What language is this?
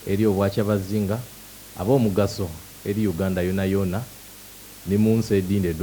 Soga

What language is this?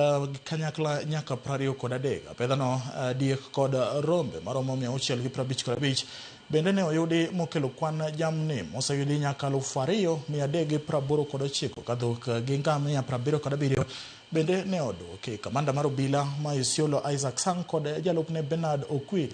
Luo (Kenya and Tanzania)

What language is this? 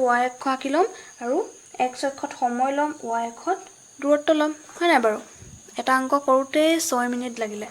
Assamese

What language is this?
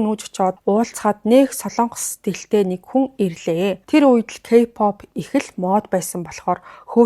Mongolian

